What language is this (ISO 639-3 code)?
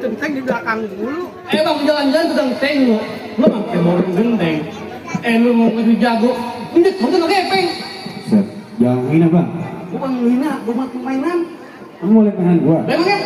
bew